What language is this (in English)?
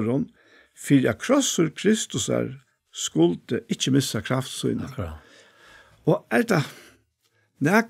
Faroese